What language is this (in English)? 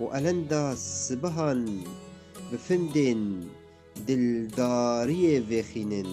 Kurdish